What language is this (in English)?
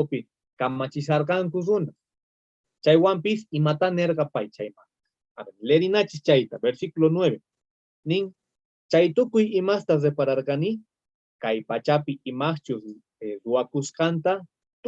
South Bolivian Quechua